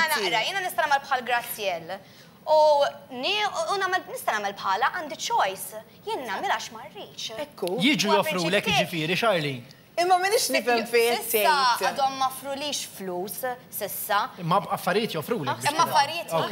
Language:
Maltese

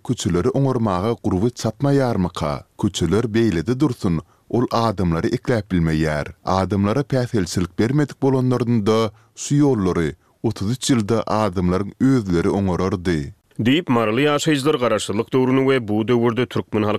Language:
Turkmen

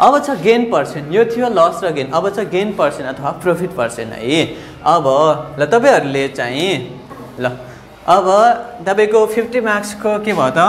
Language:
Nepali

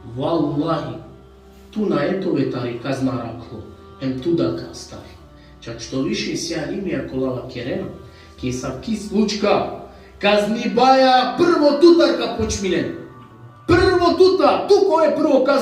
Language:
Balkan Romani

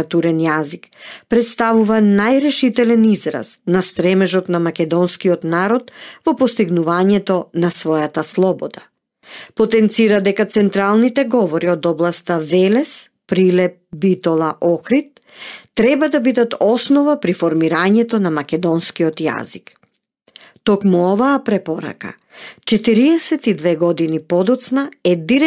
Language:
Macedonian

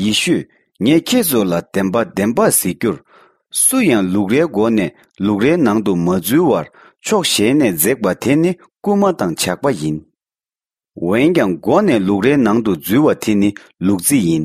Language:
Tibetan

